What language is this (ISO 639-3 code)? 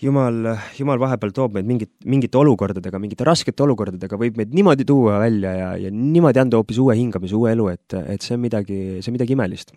est